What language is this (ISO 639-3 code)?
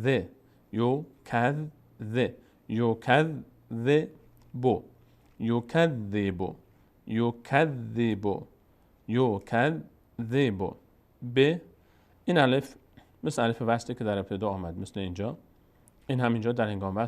fas